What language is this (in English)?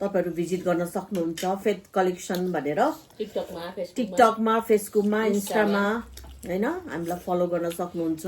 Nepali